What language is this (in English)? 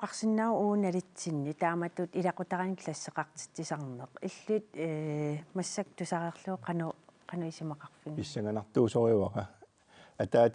Kalaallisut